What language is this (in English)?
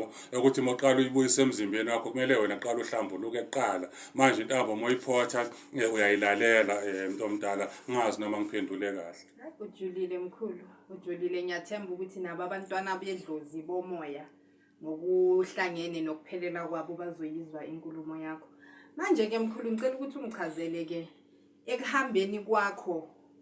Zulu